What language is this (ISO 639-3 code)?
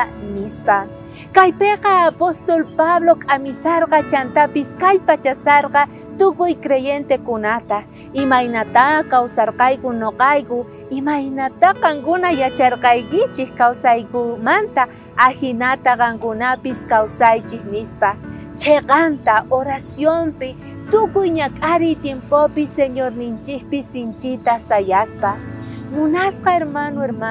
quh